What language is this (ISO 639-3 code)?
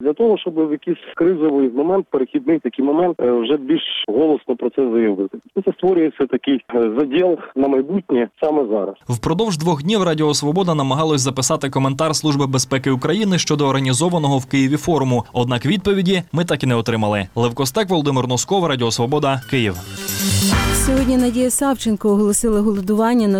ukr